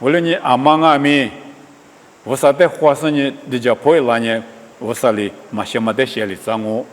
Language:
Lisu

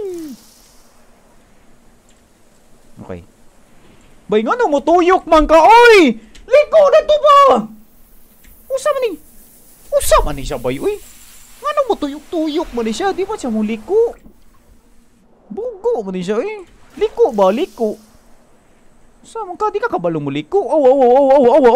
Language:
Cebuano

